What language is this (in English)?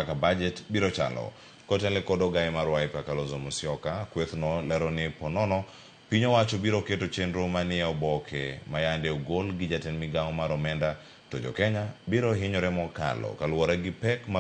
Luo (Kenya and Tanzania)